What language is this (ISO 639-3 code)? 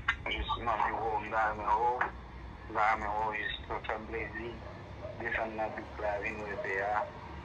hat